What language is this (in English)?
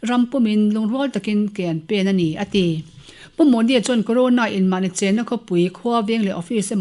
Mizo